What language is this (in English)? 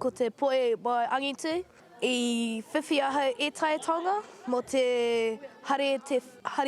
Māori